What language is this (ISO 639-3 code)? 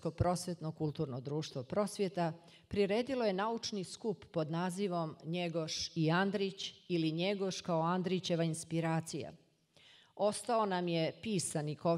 srp